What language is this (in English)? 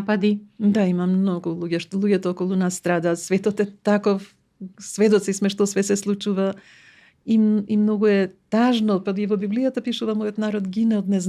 Macedonian